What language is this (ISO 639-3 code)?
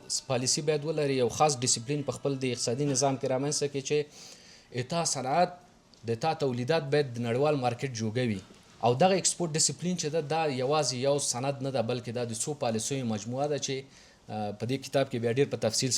pus